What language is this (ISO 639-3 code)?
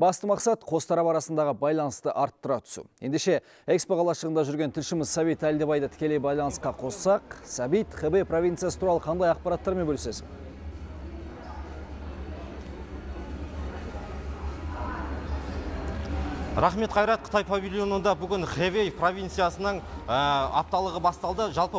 kaz